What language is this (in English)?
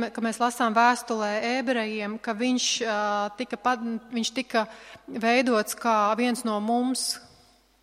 Latvian